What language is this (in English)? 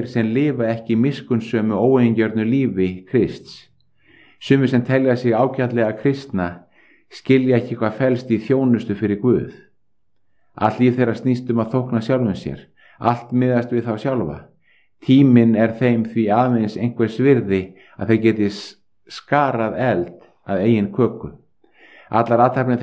Icelandic